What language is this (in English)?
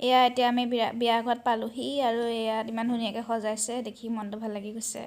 Assamese